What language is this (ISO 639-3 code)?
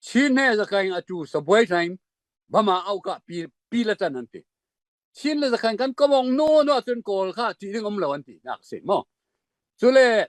cfm